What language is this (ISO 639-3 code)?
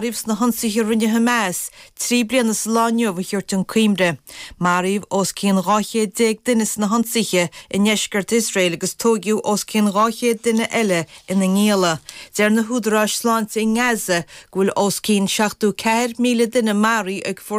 gle